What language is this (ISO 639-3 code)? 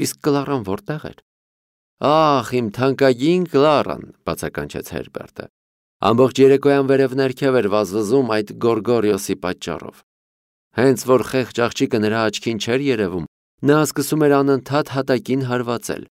hye